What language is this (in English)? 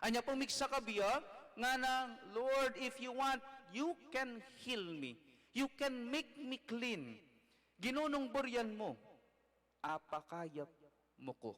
Pampanga